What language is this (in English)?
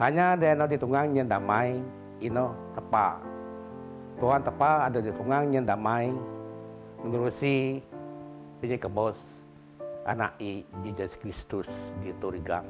Biatah Bidayuh